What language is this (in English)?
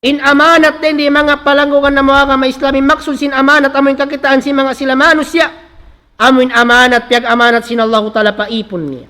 Tausug